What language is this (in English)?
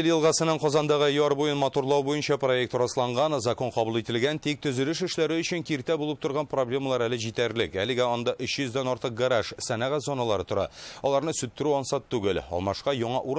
Tatar